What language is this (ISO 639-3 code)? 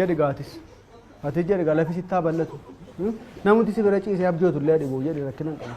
orm